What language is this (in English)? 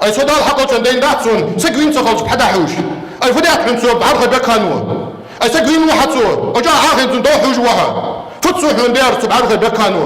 Ingush